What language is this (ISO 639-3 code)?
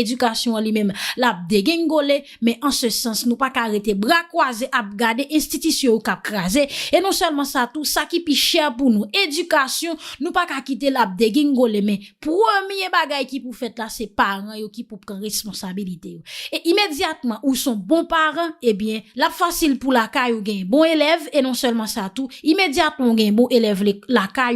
hat